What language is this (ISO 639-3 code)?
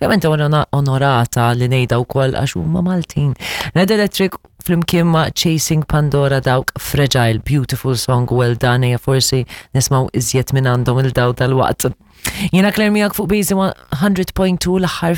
mlt